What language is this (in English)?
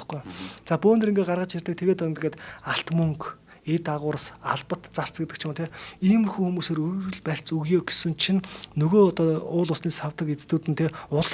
Mongolian